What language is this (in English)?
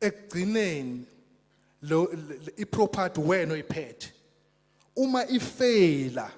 Zulu